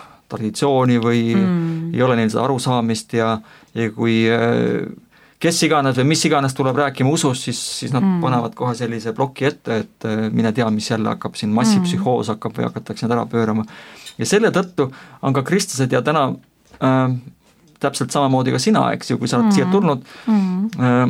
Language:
Estonian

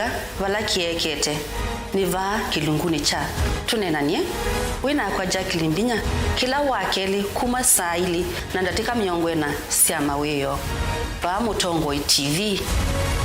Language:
Kamba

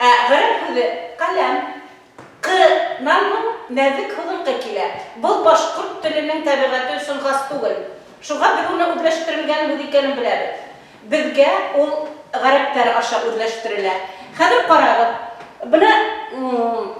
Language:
Bashkir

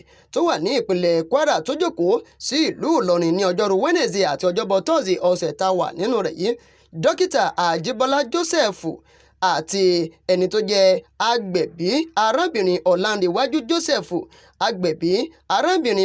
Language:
Yoruba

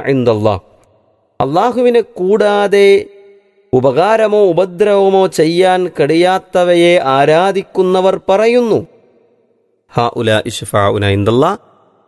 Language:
Malayalam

